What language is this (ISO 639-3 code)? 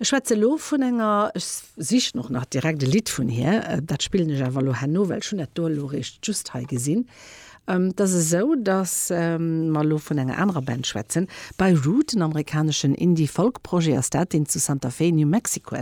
ltz